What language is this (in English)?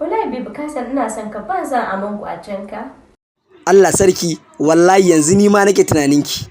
Hausa